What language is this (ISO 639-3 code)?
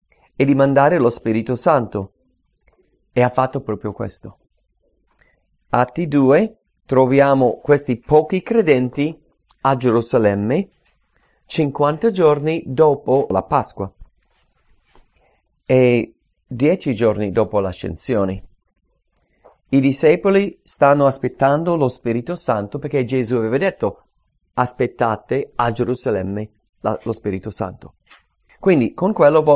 ita